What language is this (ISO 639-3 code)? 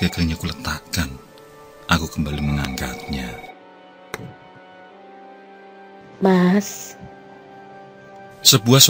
ind